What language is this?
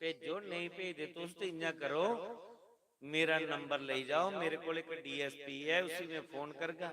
Dogri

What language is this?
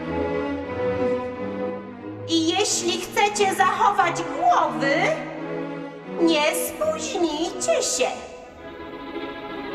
Polish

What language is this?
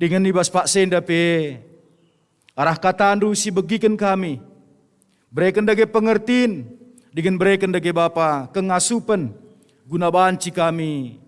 Batak Karo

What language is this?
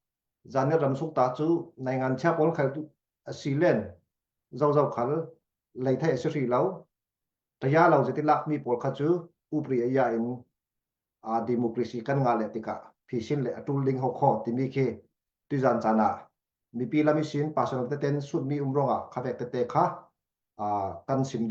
Falam Chin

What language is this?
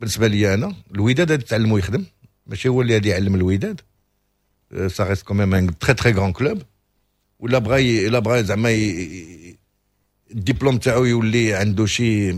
Moroccan Arabic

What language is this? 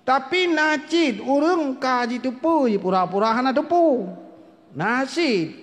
Achinese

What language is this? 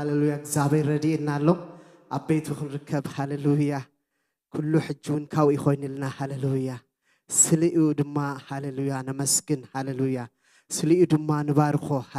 Tigrinya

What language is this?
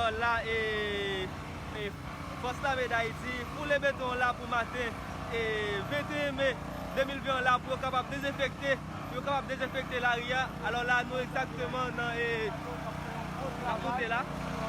Haitian Creole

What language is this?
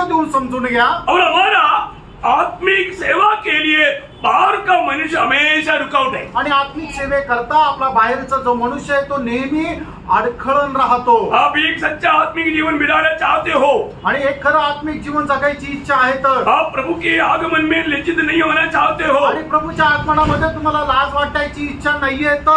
Marathi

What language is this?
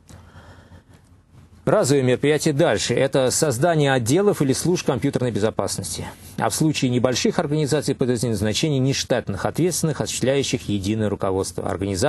Russian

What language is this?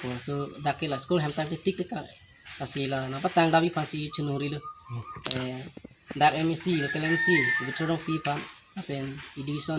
Karbi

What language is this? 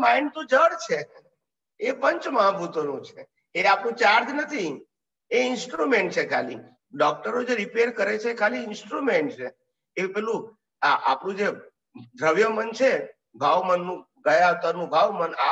Gujarati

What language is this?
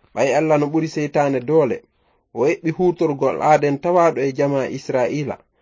Fula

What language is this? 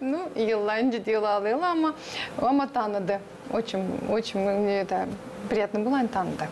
Gagauz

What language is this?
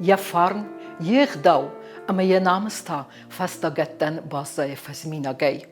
Ossetic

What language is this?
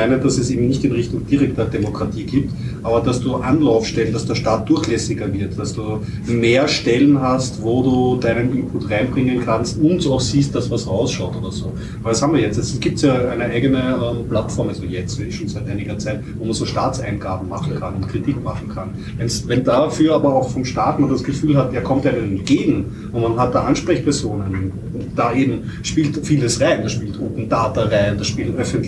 German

